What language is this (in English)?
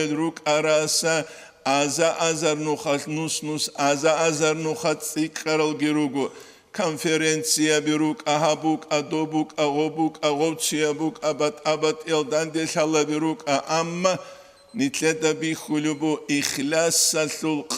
Avaric